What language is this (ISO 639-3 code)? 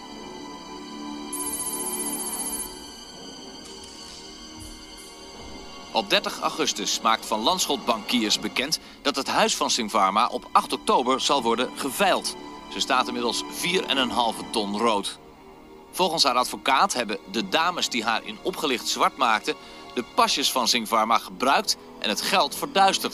nld